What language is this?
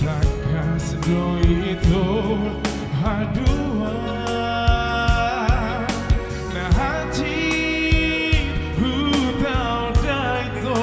Batak Toba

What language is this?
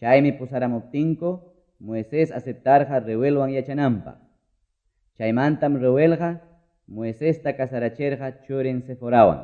Quechua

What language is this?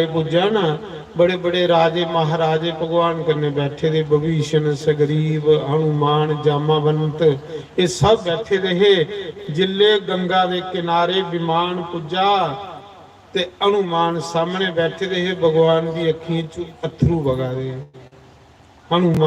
Dogri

